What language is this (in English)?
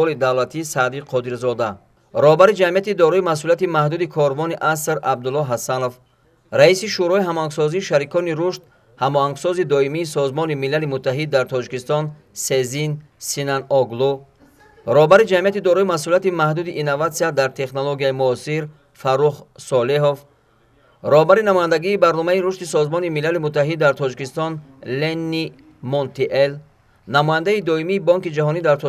Tajik